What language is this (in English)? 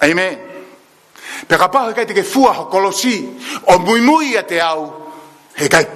Tongan